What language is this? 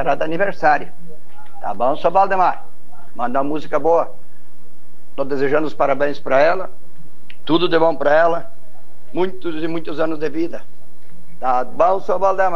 Portuguese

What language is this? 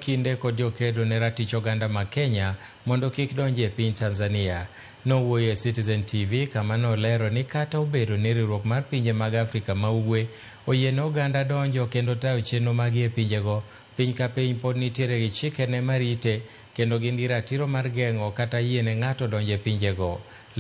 Luo (Kenya and Tanzania)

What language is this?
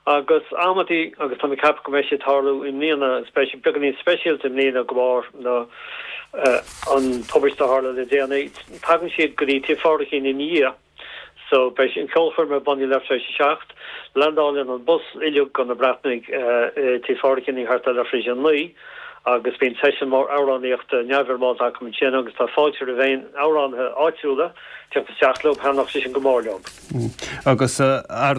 Irish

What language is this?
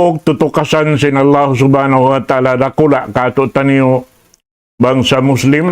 Tausug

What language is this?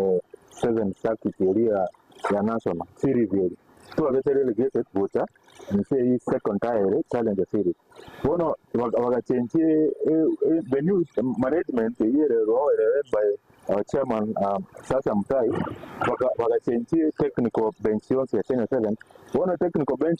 Gusii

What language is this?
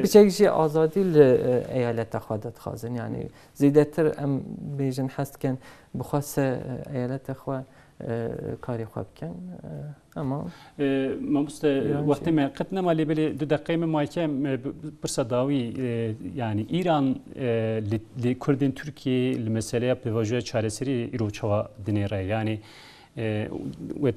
Kurdish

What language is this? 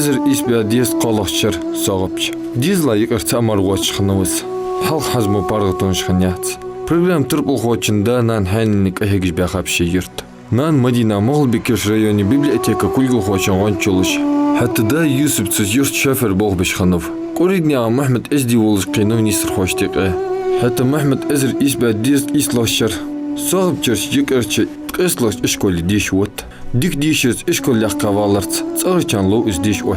Ingush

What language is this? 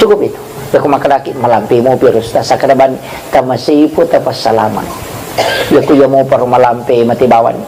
Buginese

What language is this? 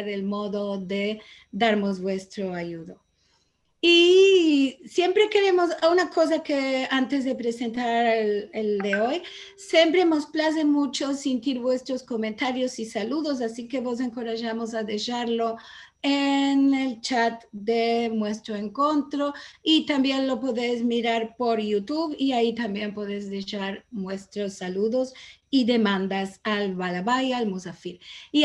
Ladino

